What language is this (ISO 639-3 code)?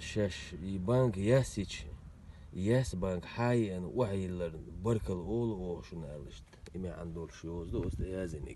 che